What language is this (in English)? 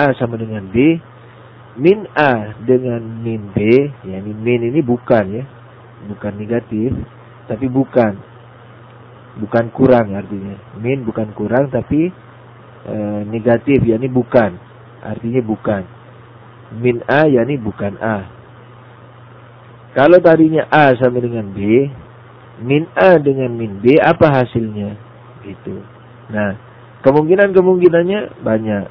Indonesian